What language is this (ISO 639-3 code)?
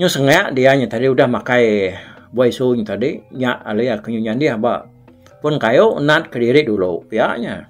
iba